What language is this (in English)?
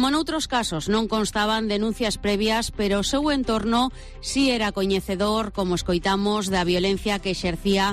Galician